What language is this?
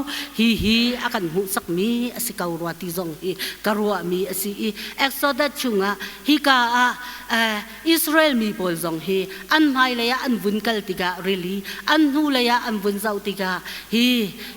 Hakha Chin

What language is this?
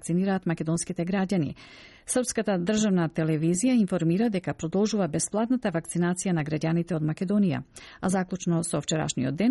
Macedonian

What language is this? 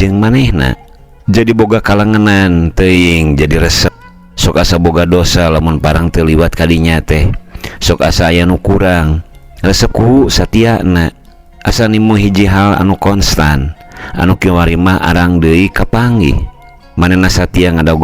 Sundanese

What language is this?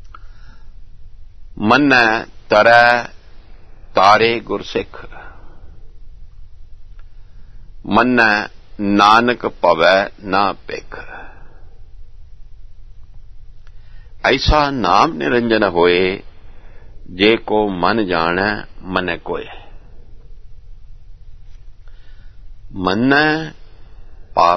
Punjabi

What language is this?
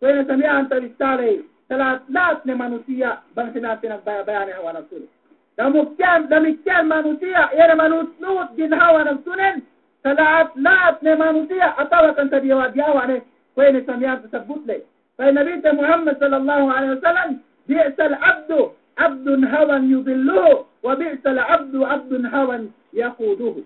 Yakan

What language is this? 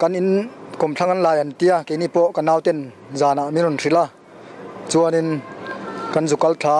Mizo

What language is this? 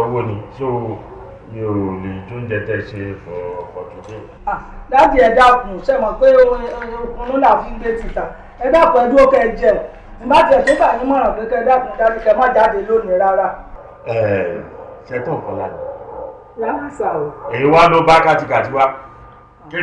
Yoruba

